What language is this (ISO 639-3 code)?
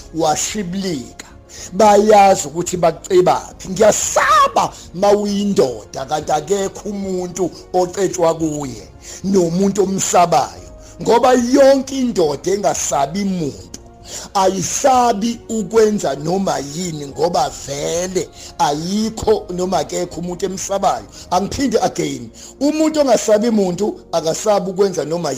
zul